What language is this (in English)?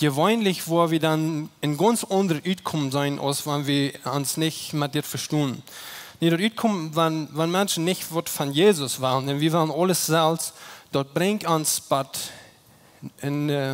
Plautdietsch